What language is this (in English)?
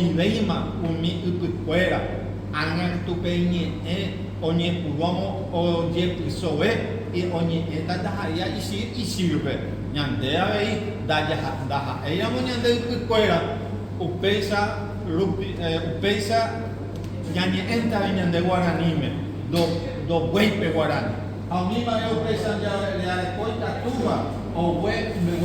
Guarani